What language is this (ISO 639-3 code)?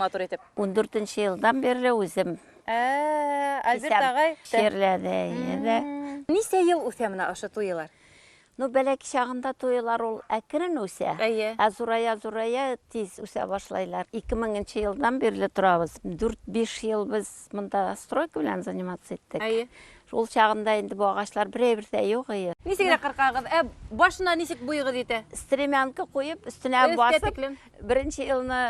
bak